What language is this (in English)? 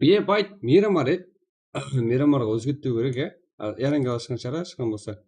Kara-Kalpak